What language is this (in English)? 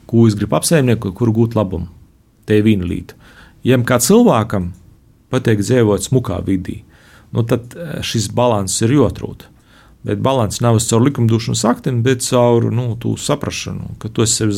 Latvian